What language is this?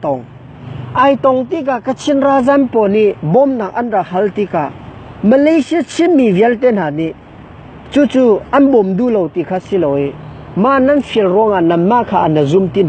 Hakha Chin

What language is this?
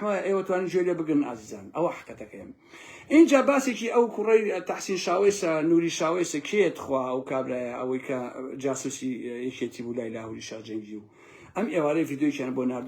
Central Kurdish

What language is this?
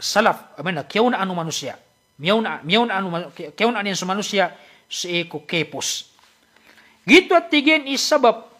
Maranao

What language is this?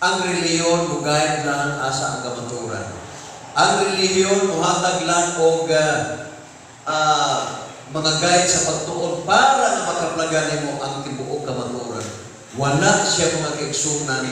Cebuano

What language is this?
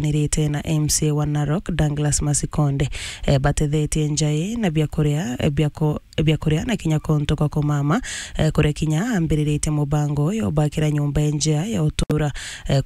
Meru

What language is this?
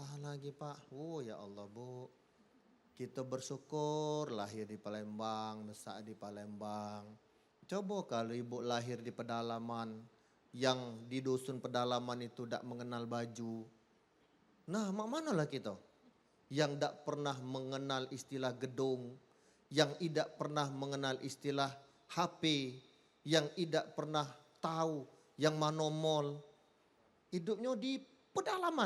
Musi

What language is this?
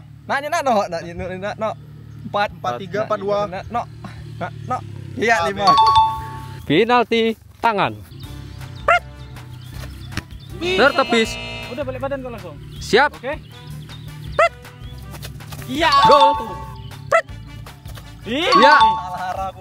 Indonesian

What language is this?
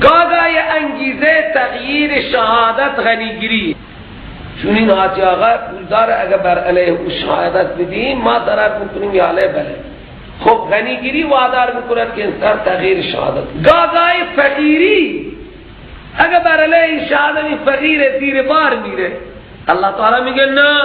Persian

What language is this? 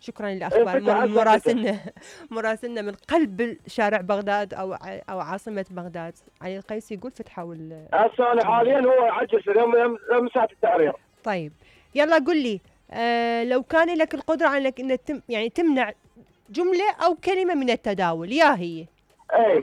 Mesopotamian Arabic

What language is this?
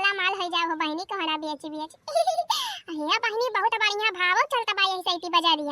Awadhi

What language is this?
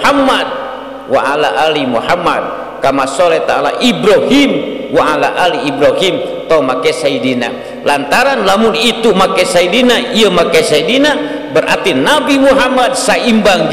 Sundanese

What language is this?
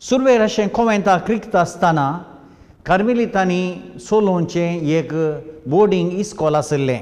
Konkani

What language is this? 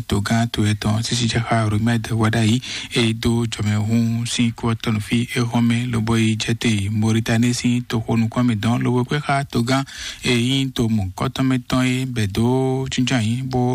Fon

